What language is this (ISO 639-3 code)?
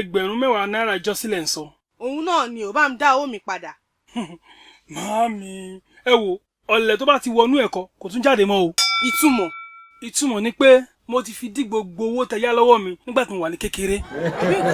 yor